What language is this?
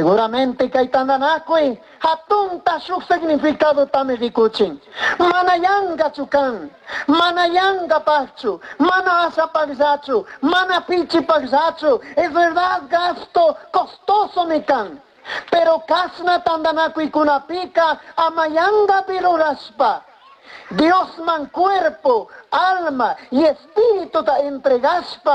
Chimborazo Highland Quichua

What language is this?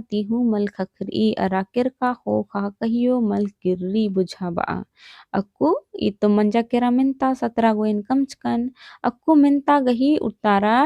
Kurukh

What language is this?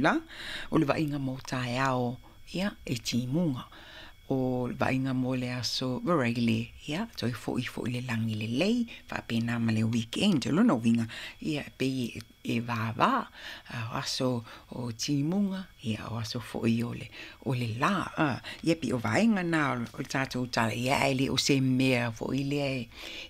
Samoan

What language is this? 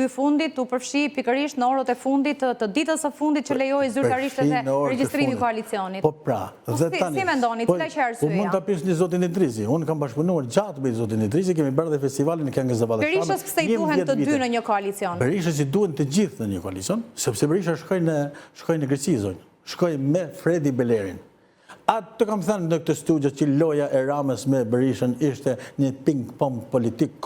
Albanian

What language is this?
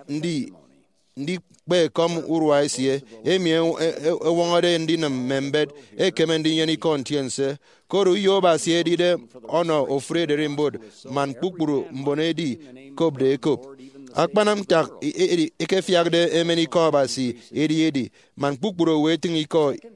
Efik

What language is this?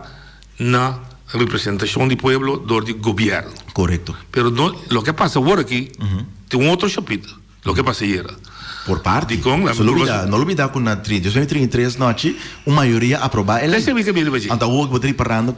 Papiamento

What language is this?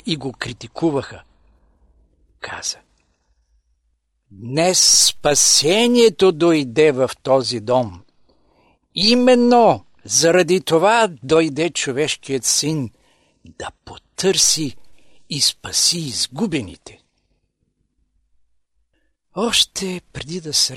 Bulgarian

